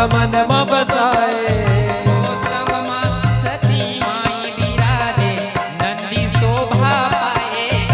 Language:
Chhattisgarhi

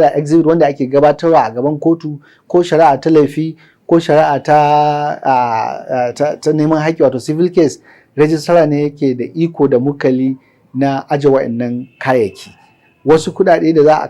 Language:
Hausa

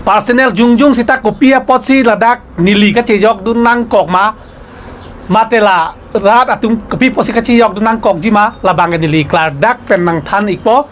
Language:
Karbi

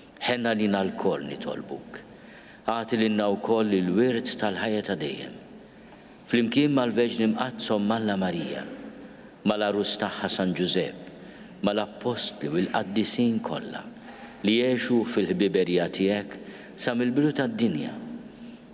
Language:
Maltese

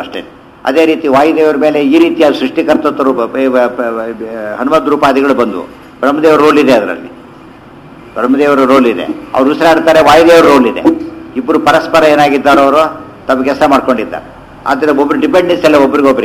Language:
Kannada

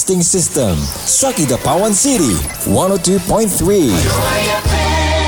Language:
Cebuano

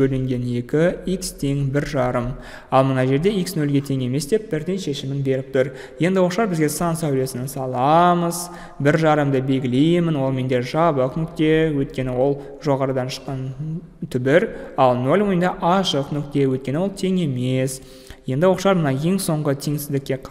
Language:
Kazakh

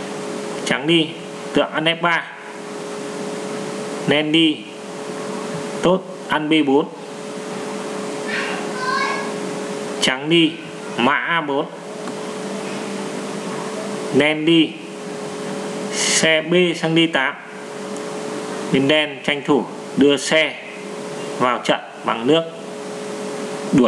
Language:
Vietnamese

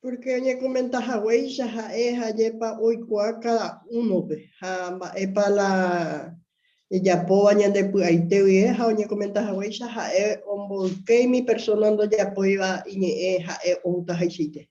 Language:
Guarani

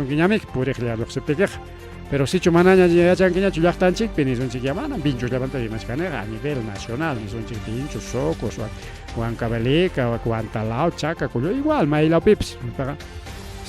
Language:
Ayacucho Quechua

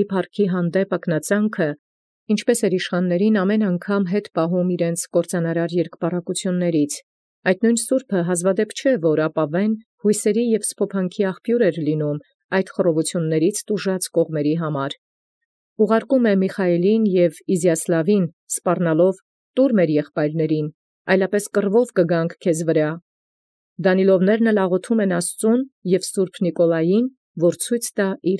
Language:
Armenian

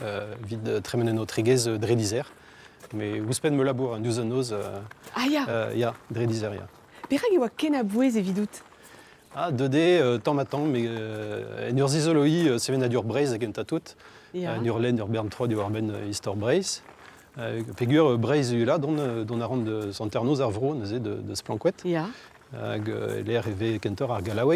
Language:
Breton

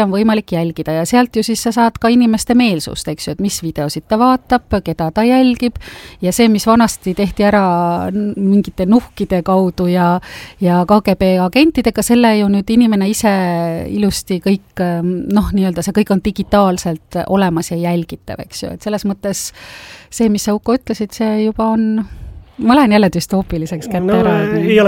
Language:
Estonian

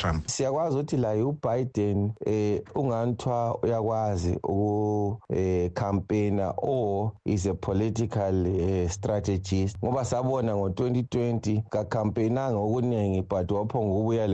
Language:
North Ndebele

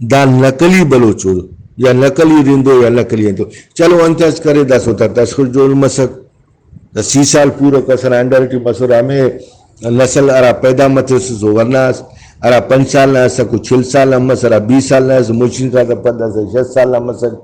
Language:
Brahui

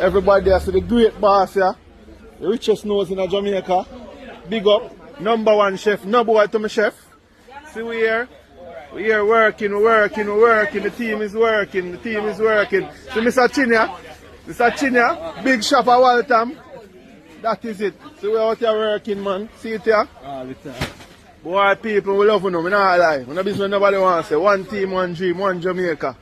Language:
Jamaican Creole English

